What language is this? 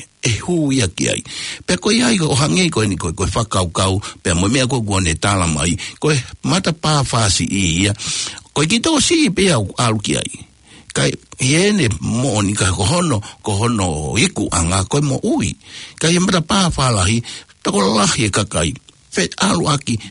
Tongan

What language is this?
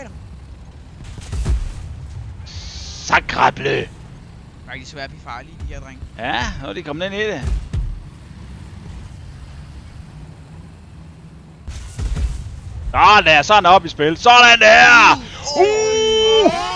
Danish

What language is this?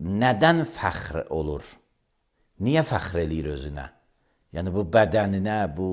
Azerbaijani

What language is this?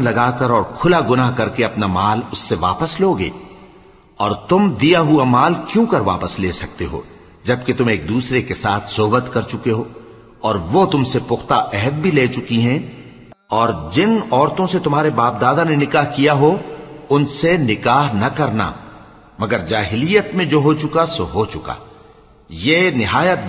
Urdu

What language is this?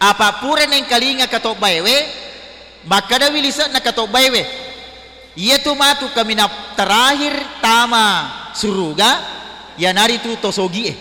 Buginese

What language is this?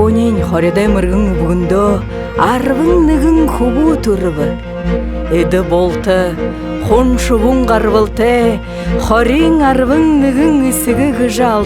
Buriat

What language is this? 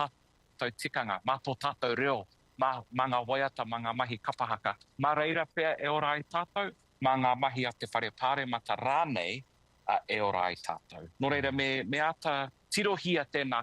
Māori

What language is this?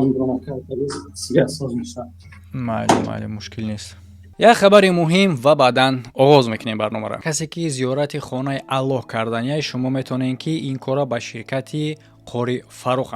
Tajik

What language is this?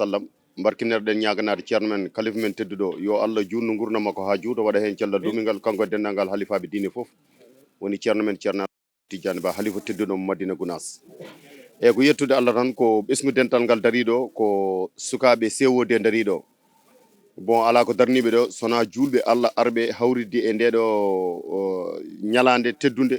Fula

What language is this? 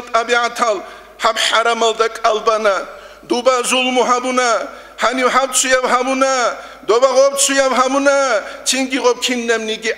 Avaric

